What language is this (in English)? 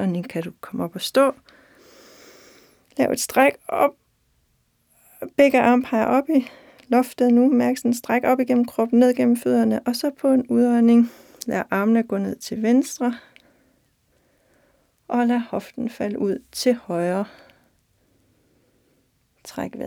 Danish